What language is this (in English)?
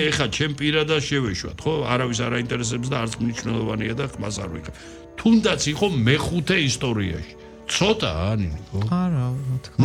Georgian